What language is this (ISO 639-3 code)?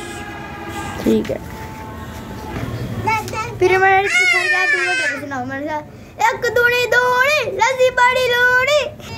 hin